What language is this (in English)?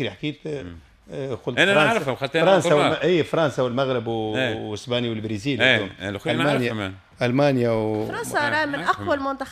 Tunisian Arabic